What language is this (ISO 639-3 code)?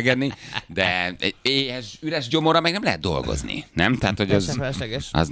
hun